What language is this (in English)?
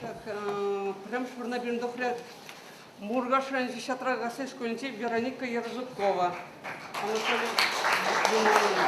Chuvash